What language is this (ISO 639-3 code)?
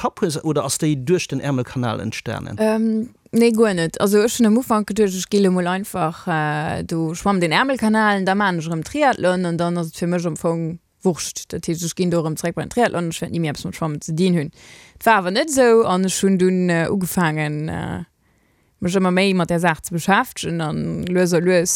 ltz